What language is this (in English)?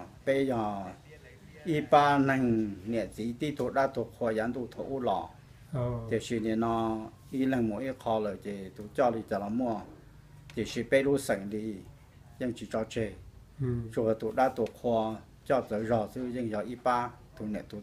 Hmong